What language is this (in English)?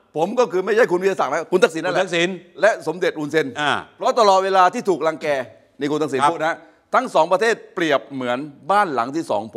Thai